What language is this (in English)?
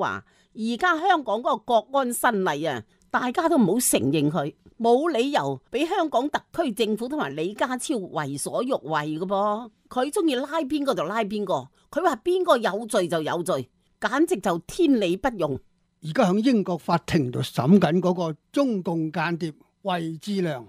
Cantonese